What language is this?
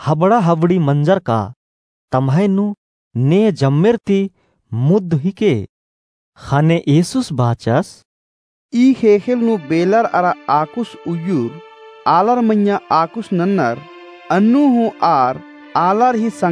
Kurukh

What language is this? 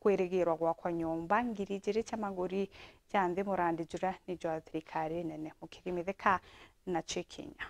Meru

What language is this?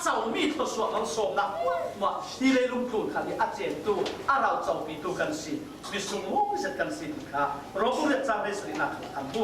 Falam Chin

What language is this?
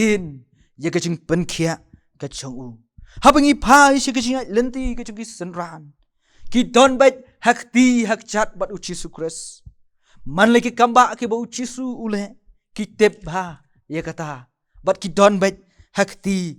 Khasi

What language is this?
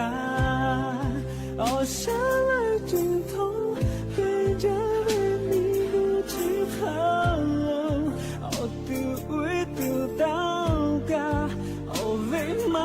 Lahu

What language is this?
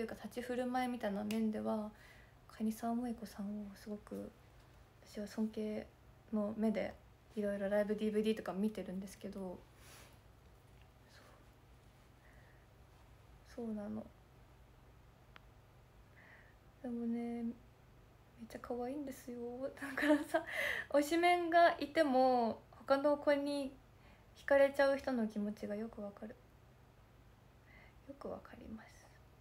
Japanese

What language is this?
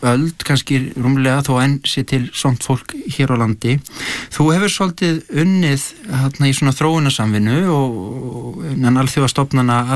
Icelandic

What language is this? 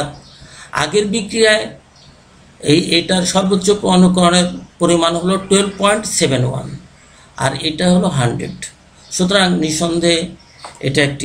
Bangla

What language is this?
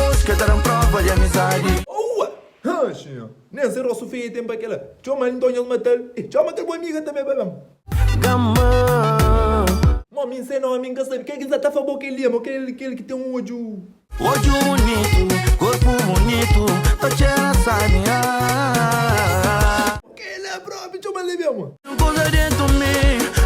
Kabuverdianu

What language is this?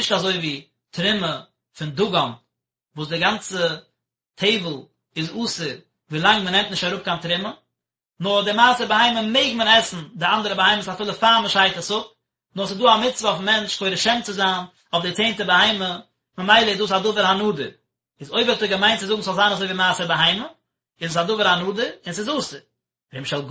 Yiddish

